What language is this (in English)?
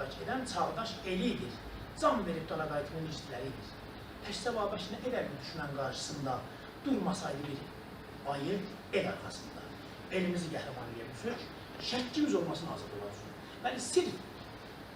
South Azerbaijani